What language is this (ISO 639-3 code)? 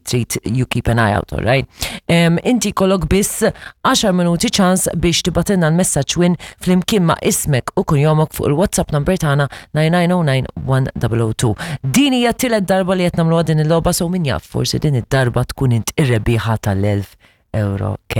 mlt